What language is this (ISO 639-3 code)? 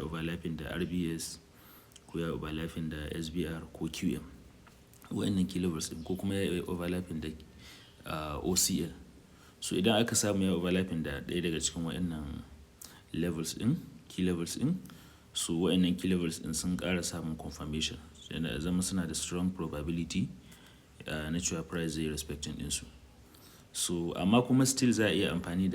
hau